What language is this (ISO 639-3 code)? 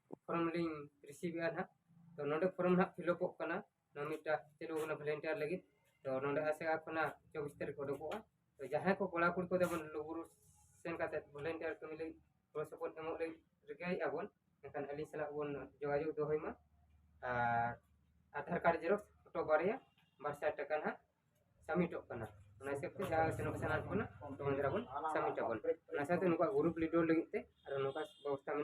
sat